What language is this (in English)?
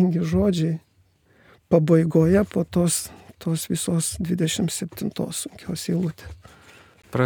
Lithuanian